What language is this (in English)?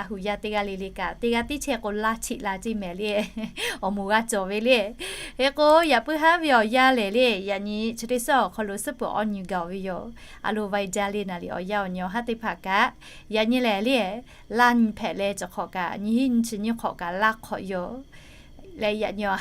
Lahu